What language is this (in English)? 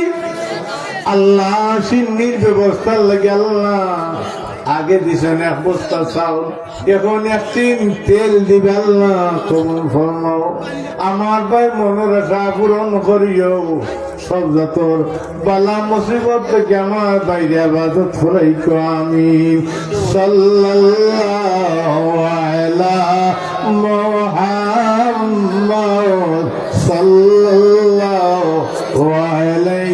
Sylheti